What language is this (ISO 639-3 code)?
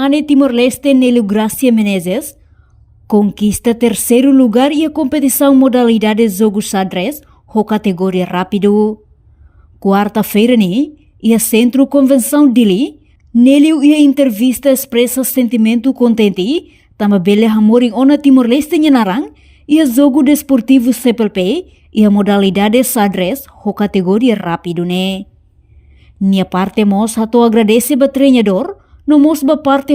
tet